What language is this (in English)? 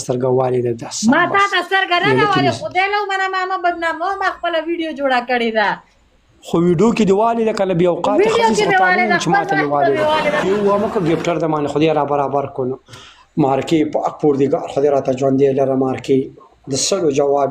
Pashto